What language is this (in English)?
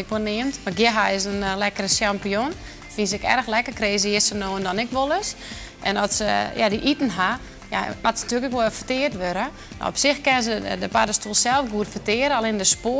Western Frisian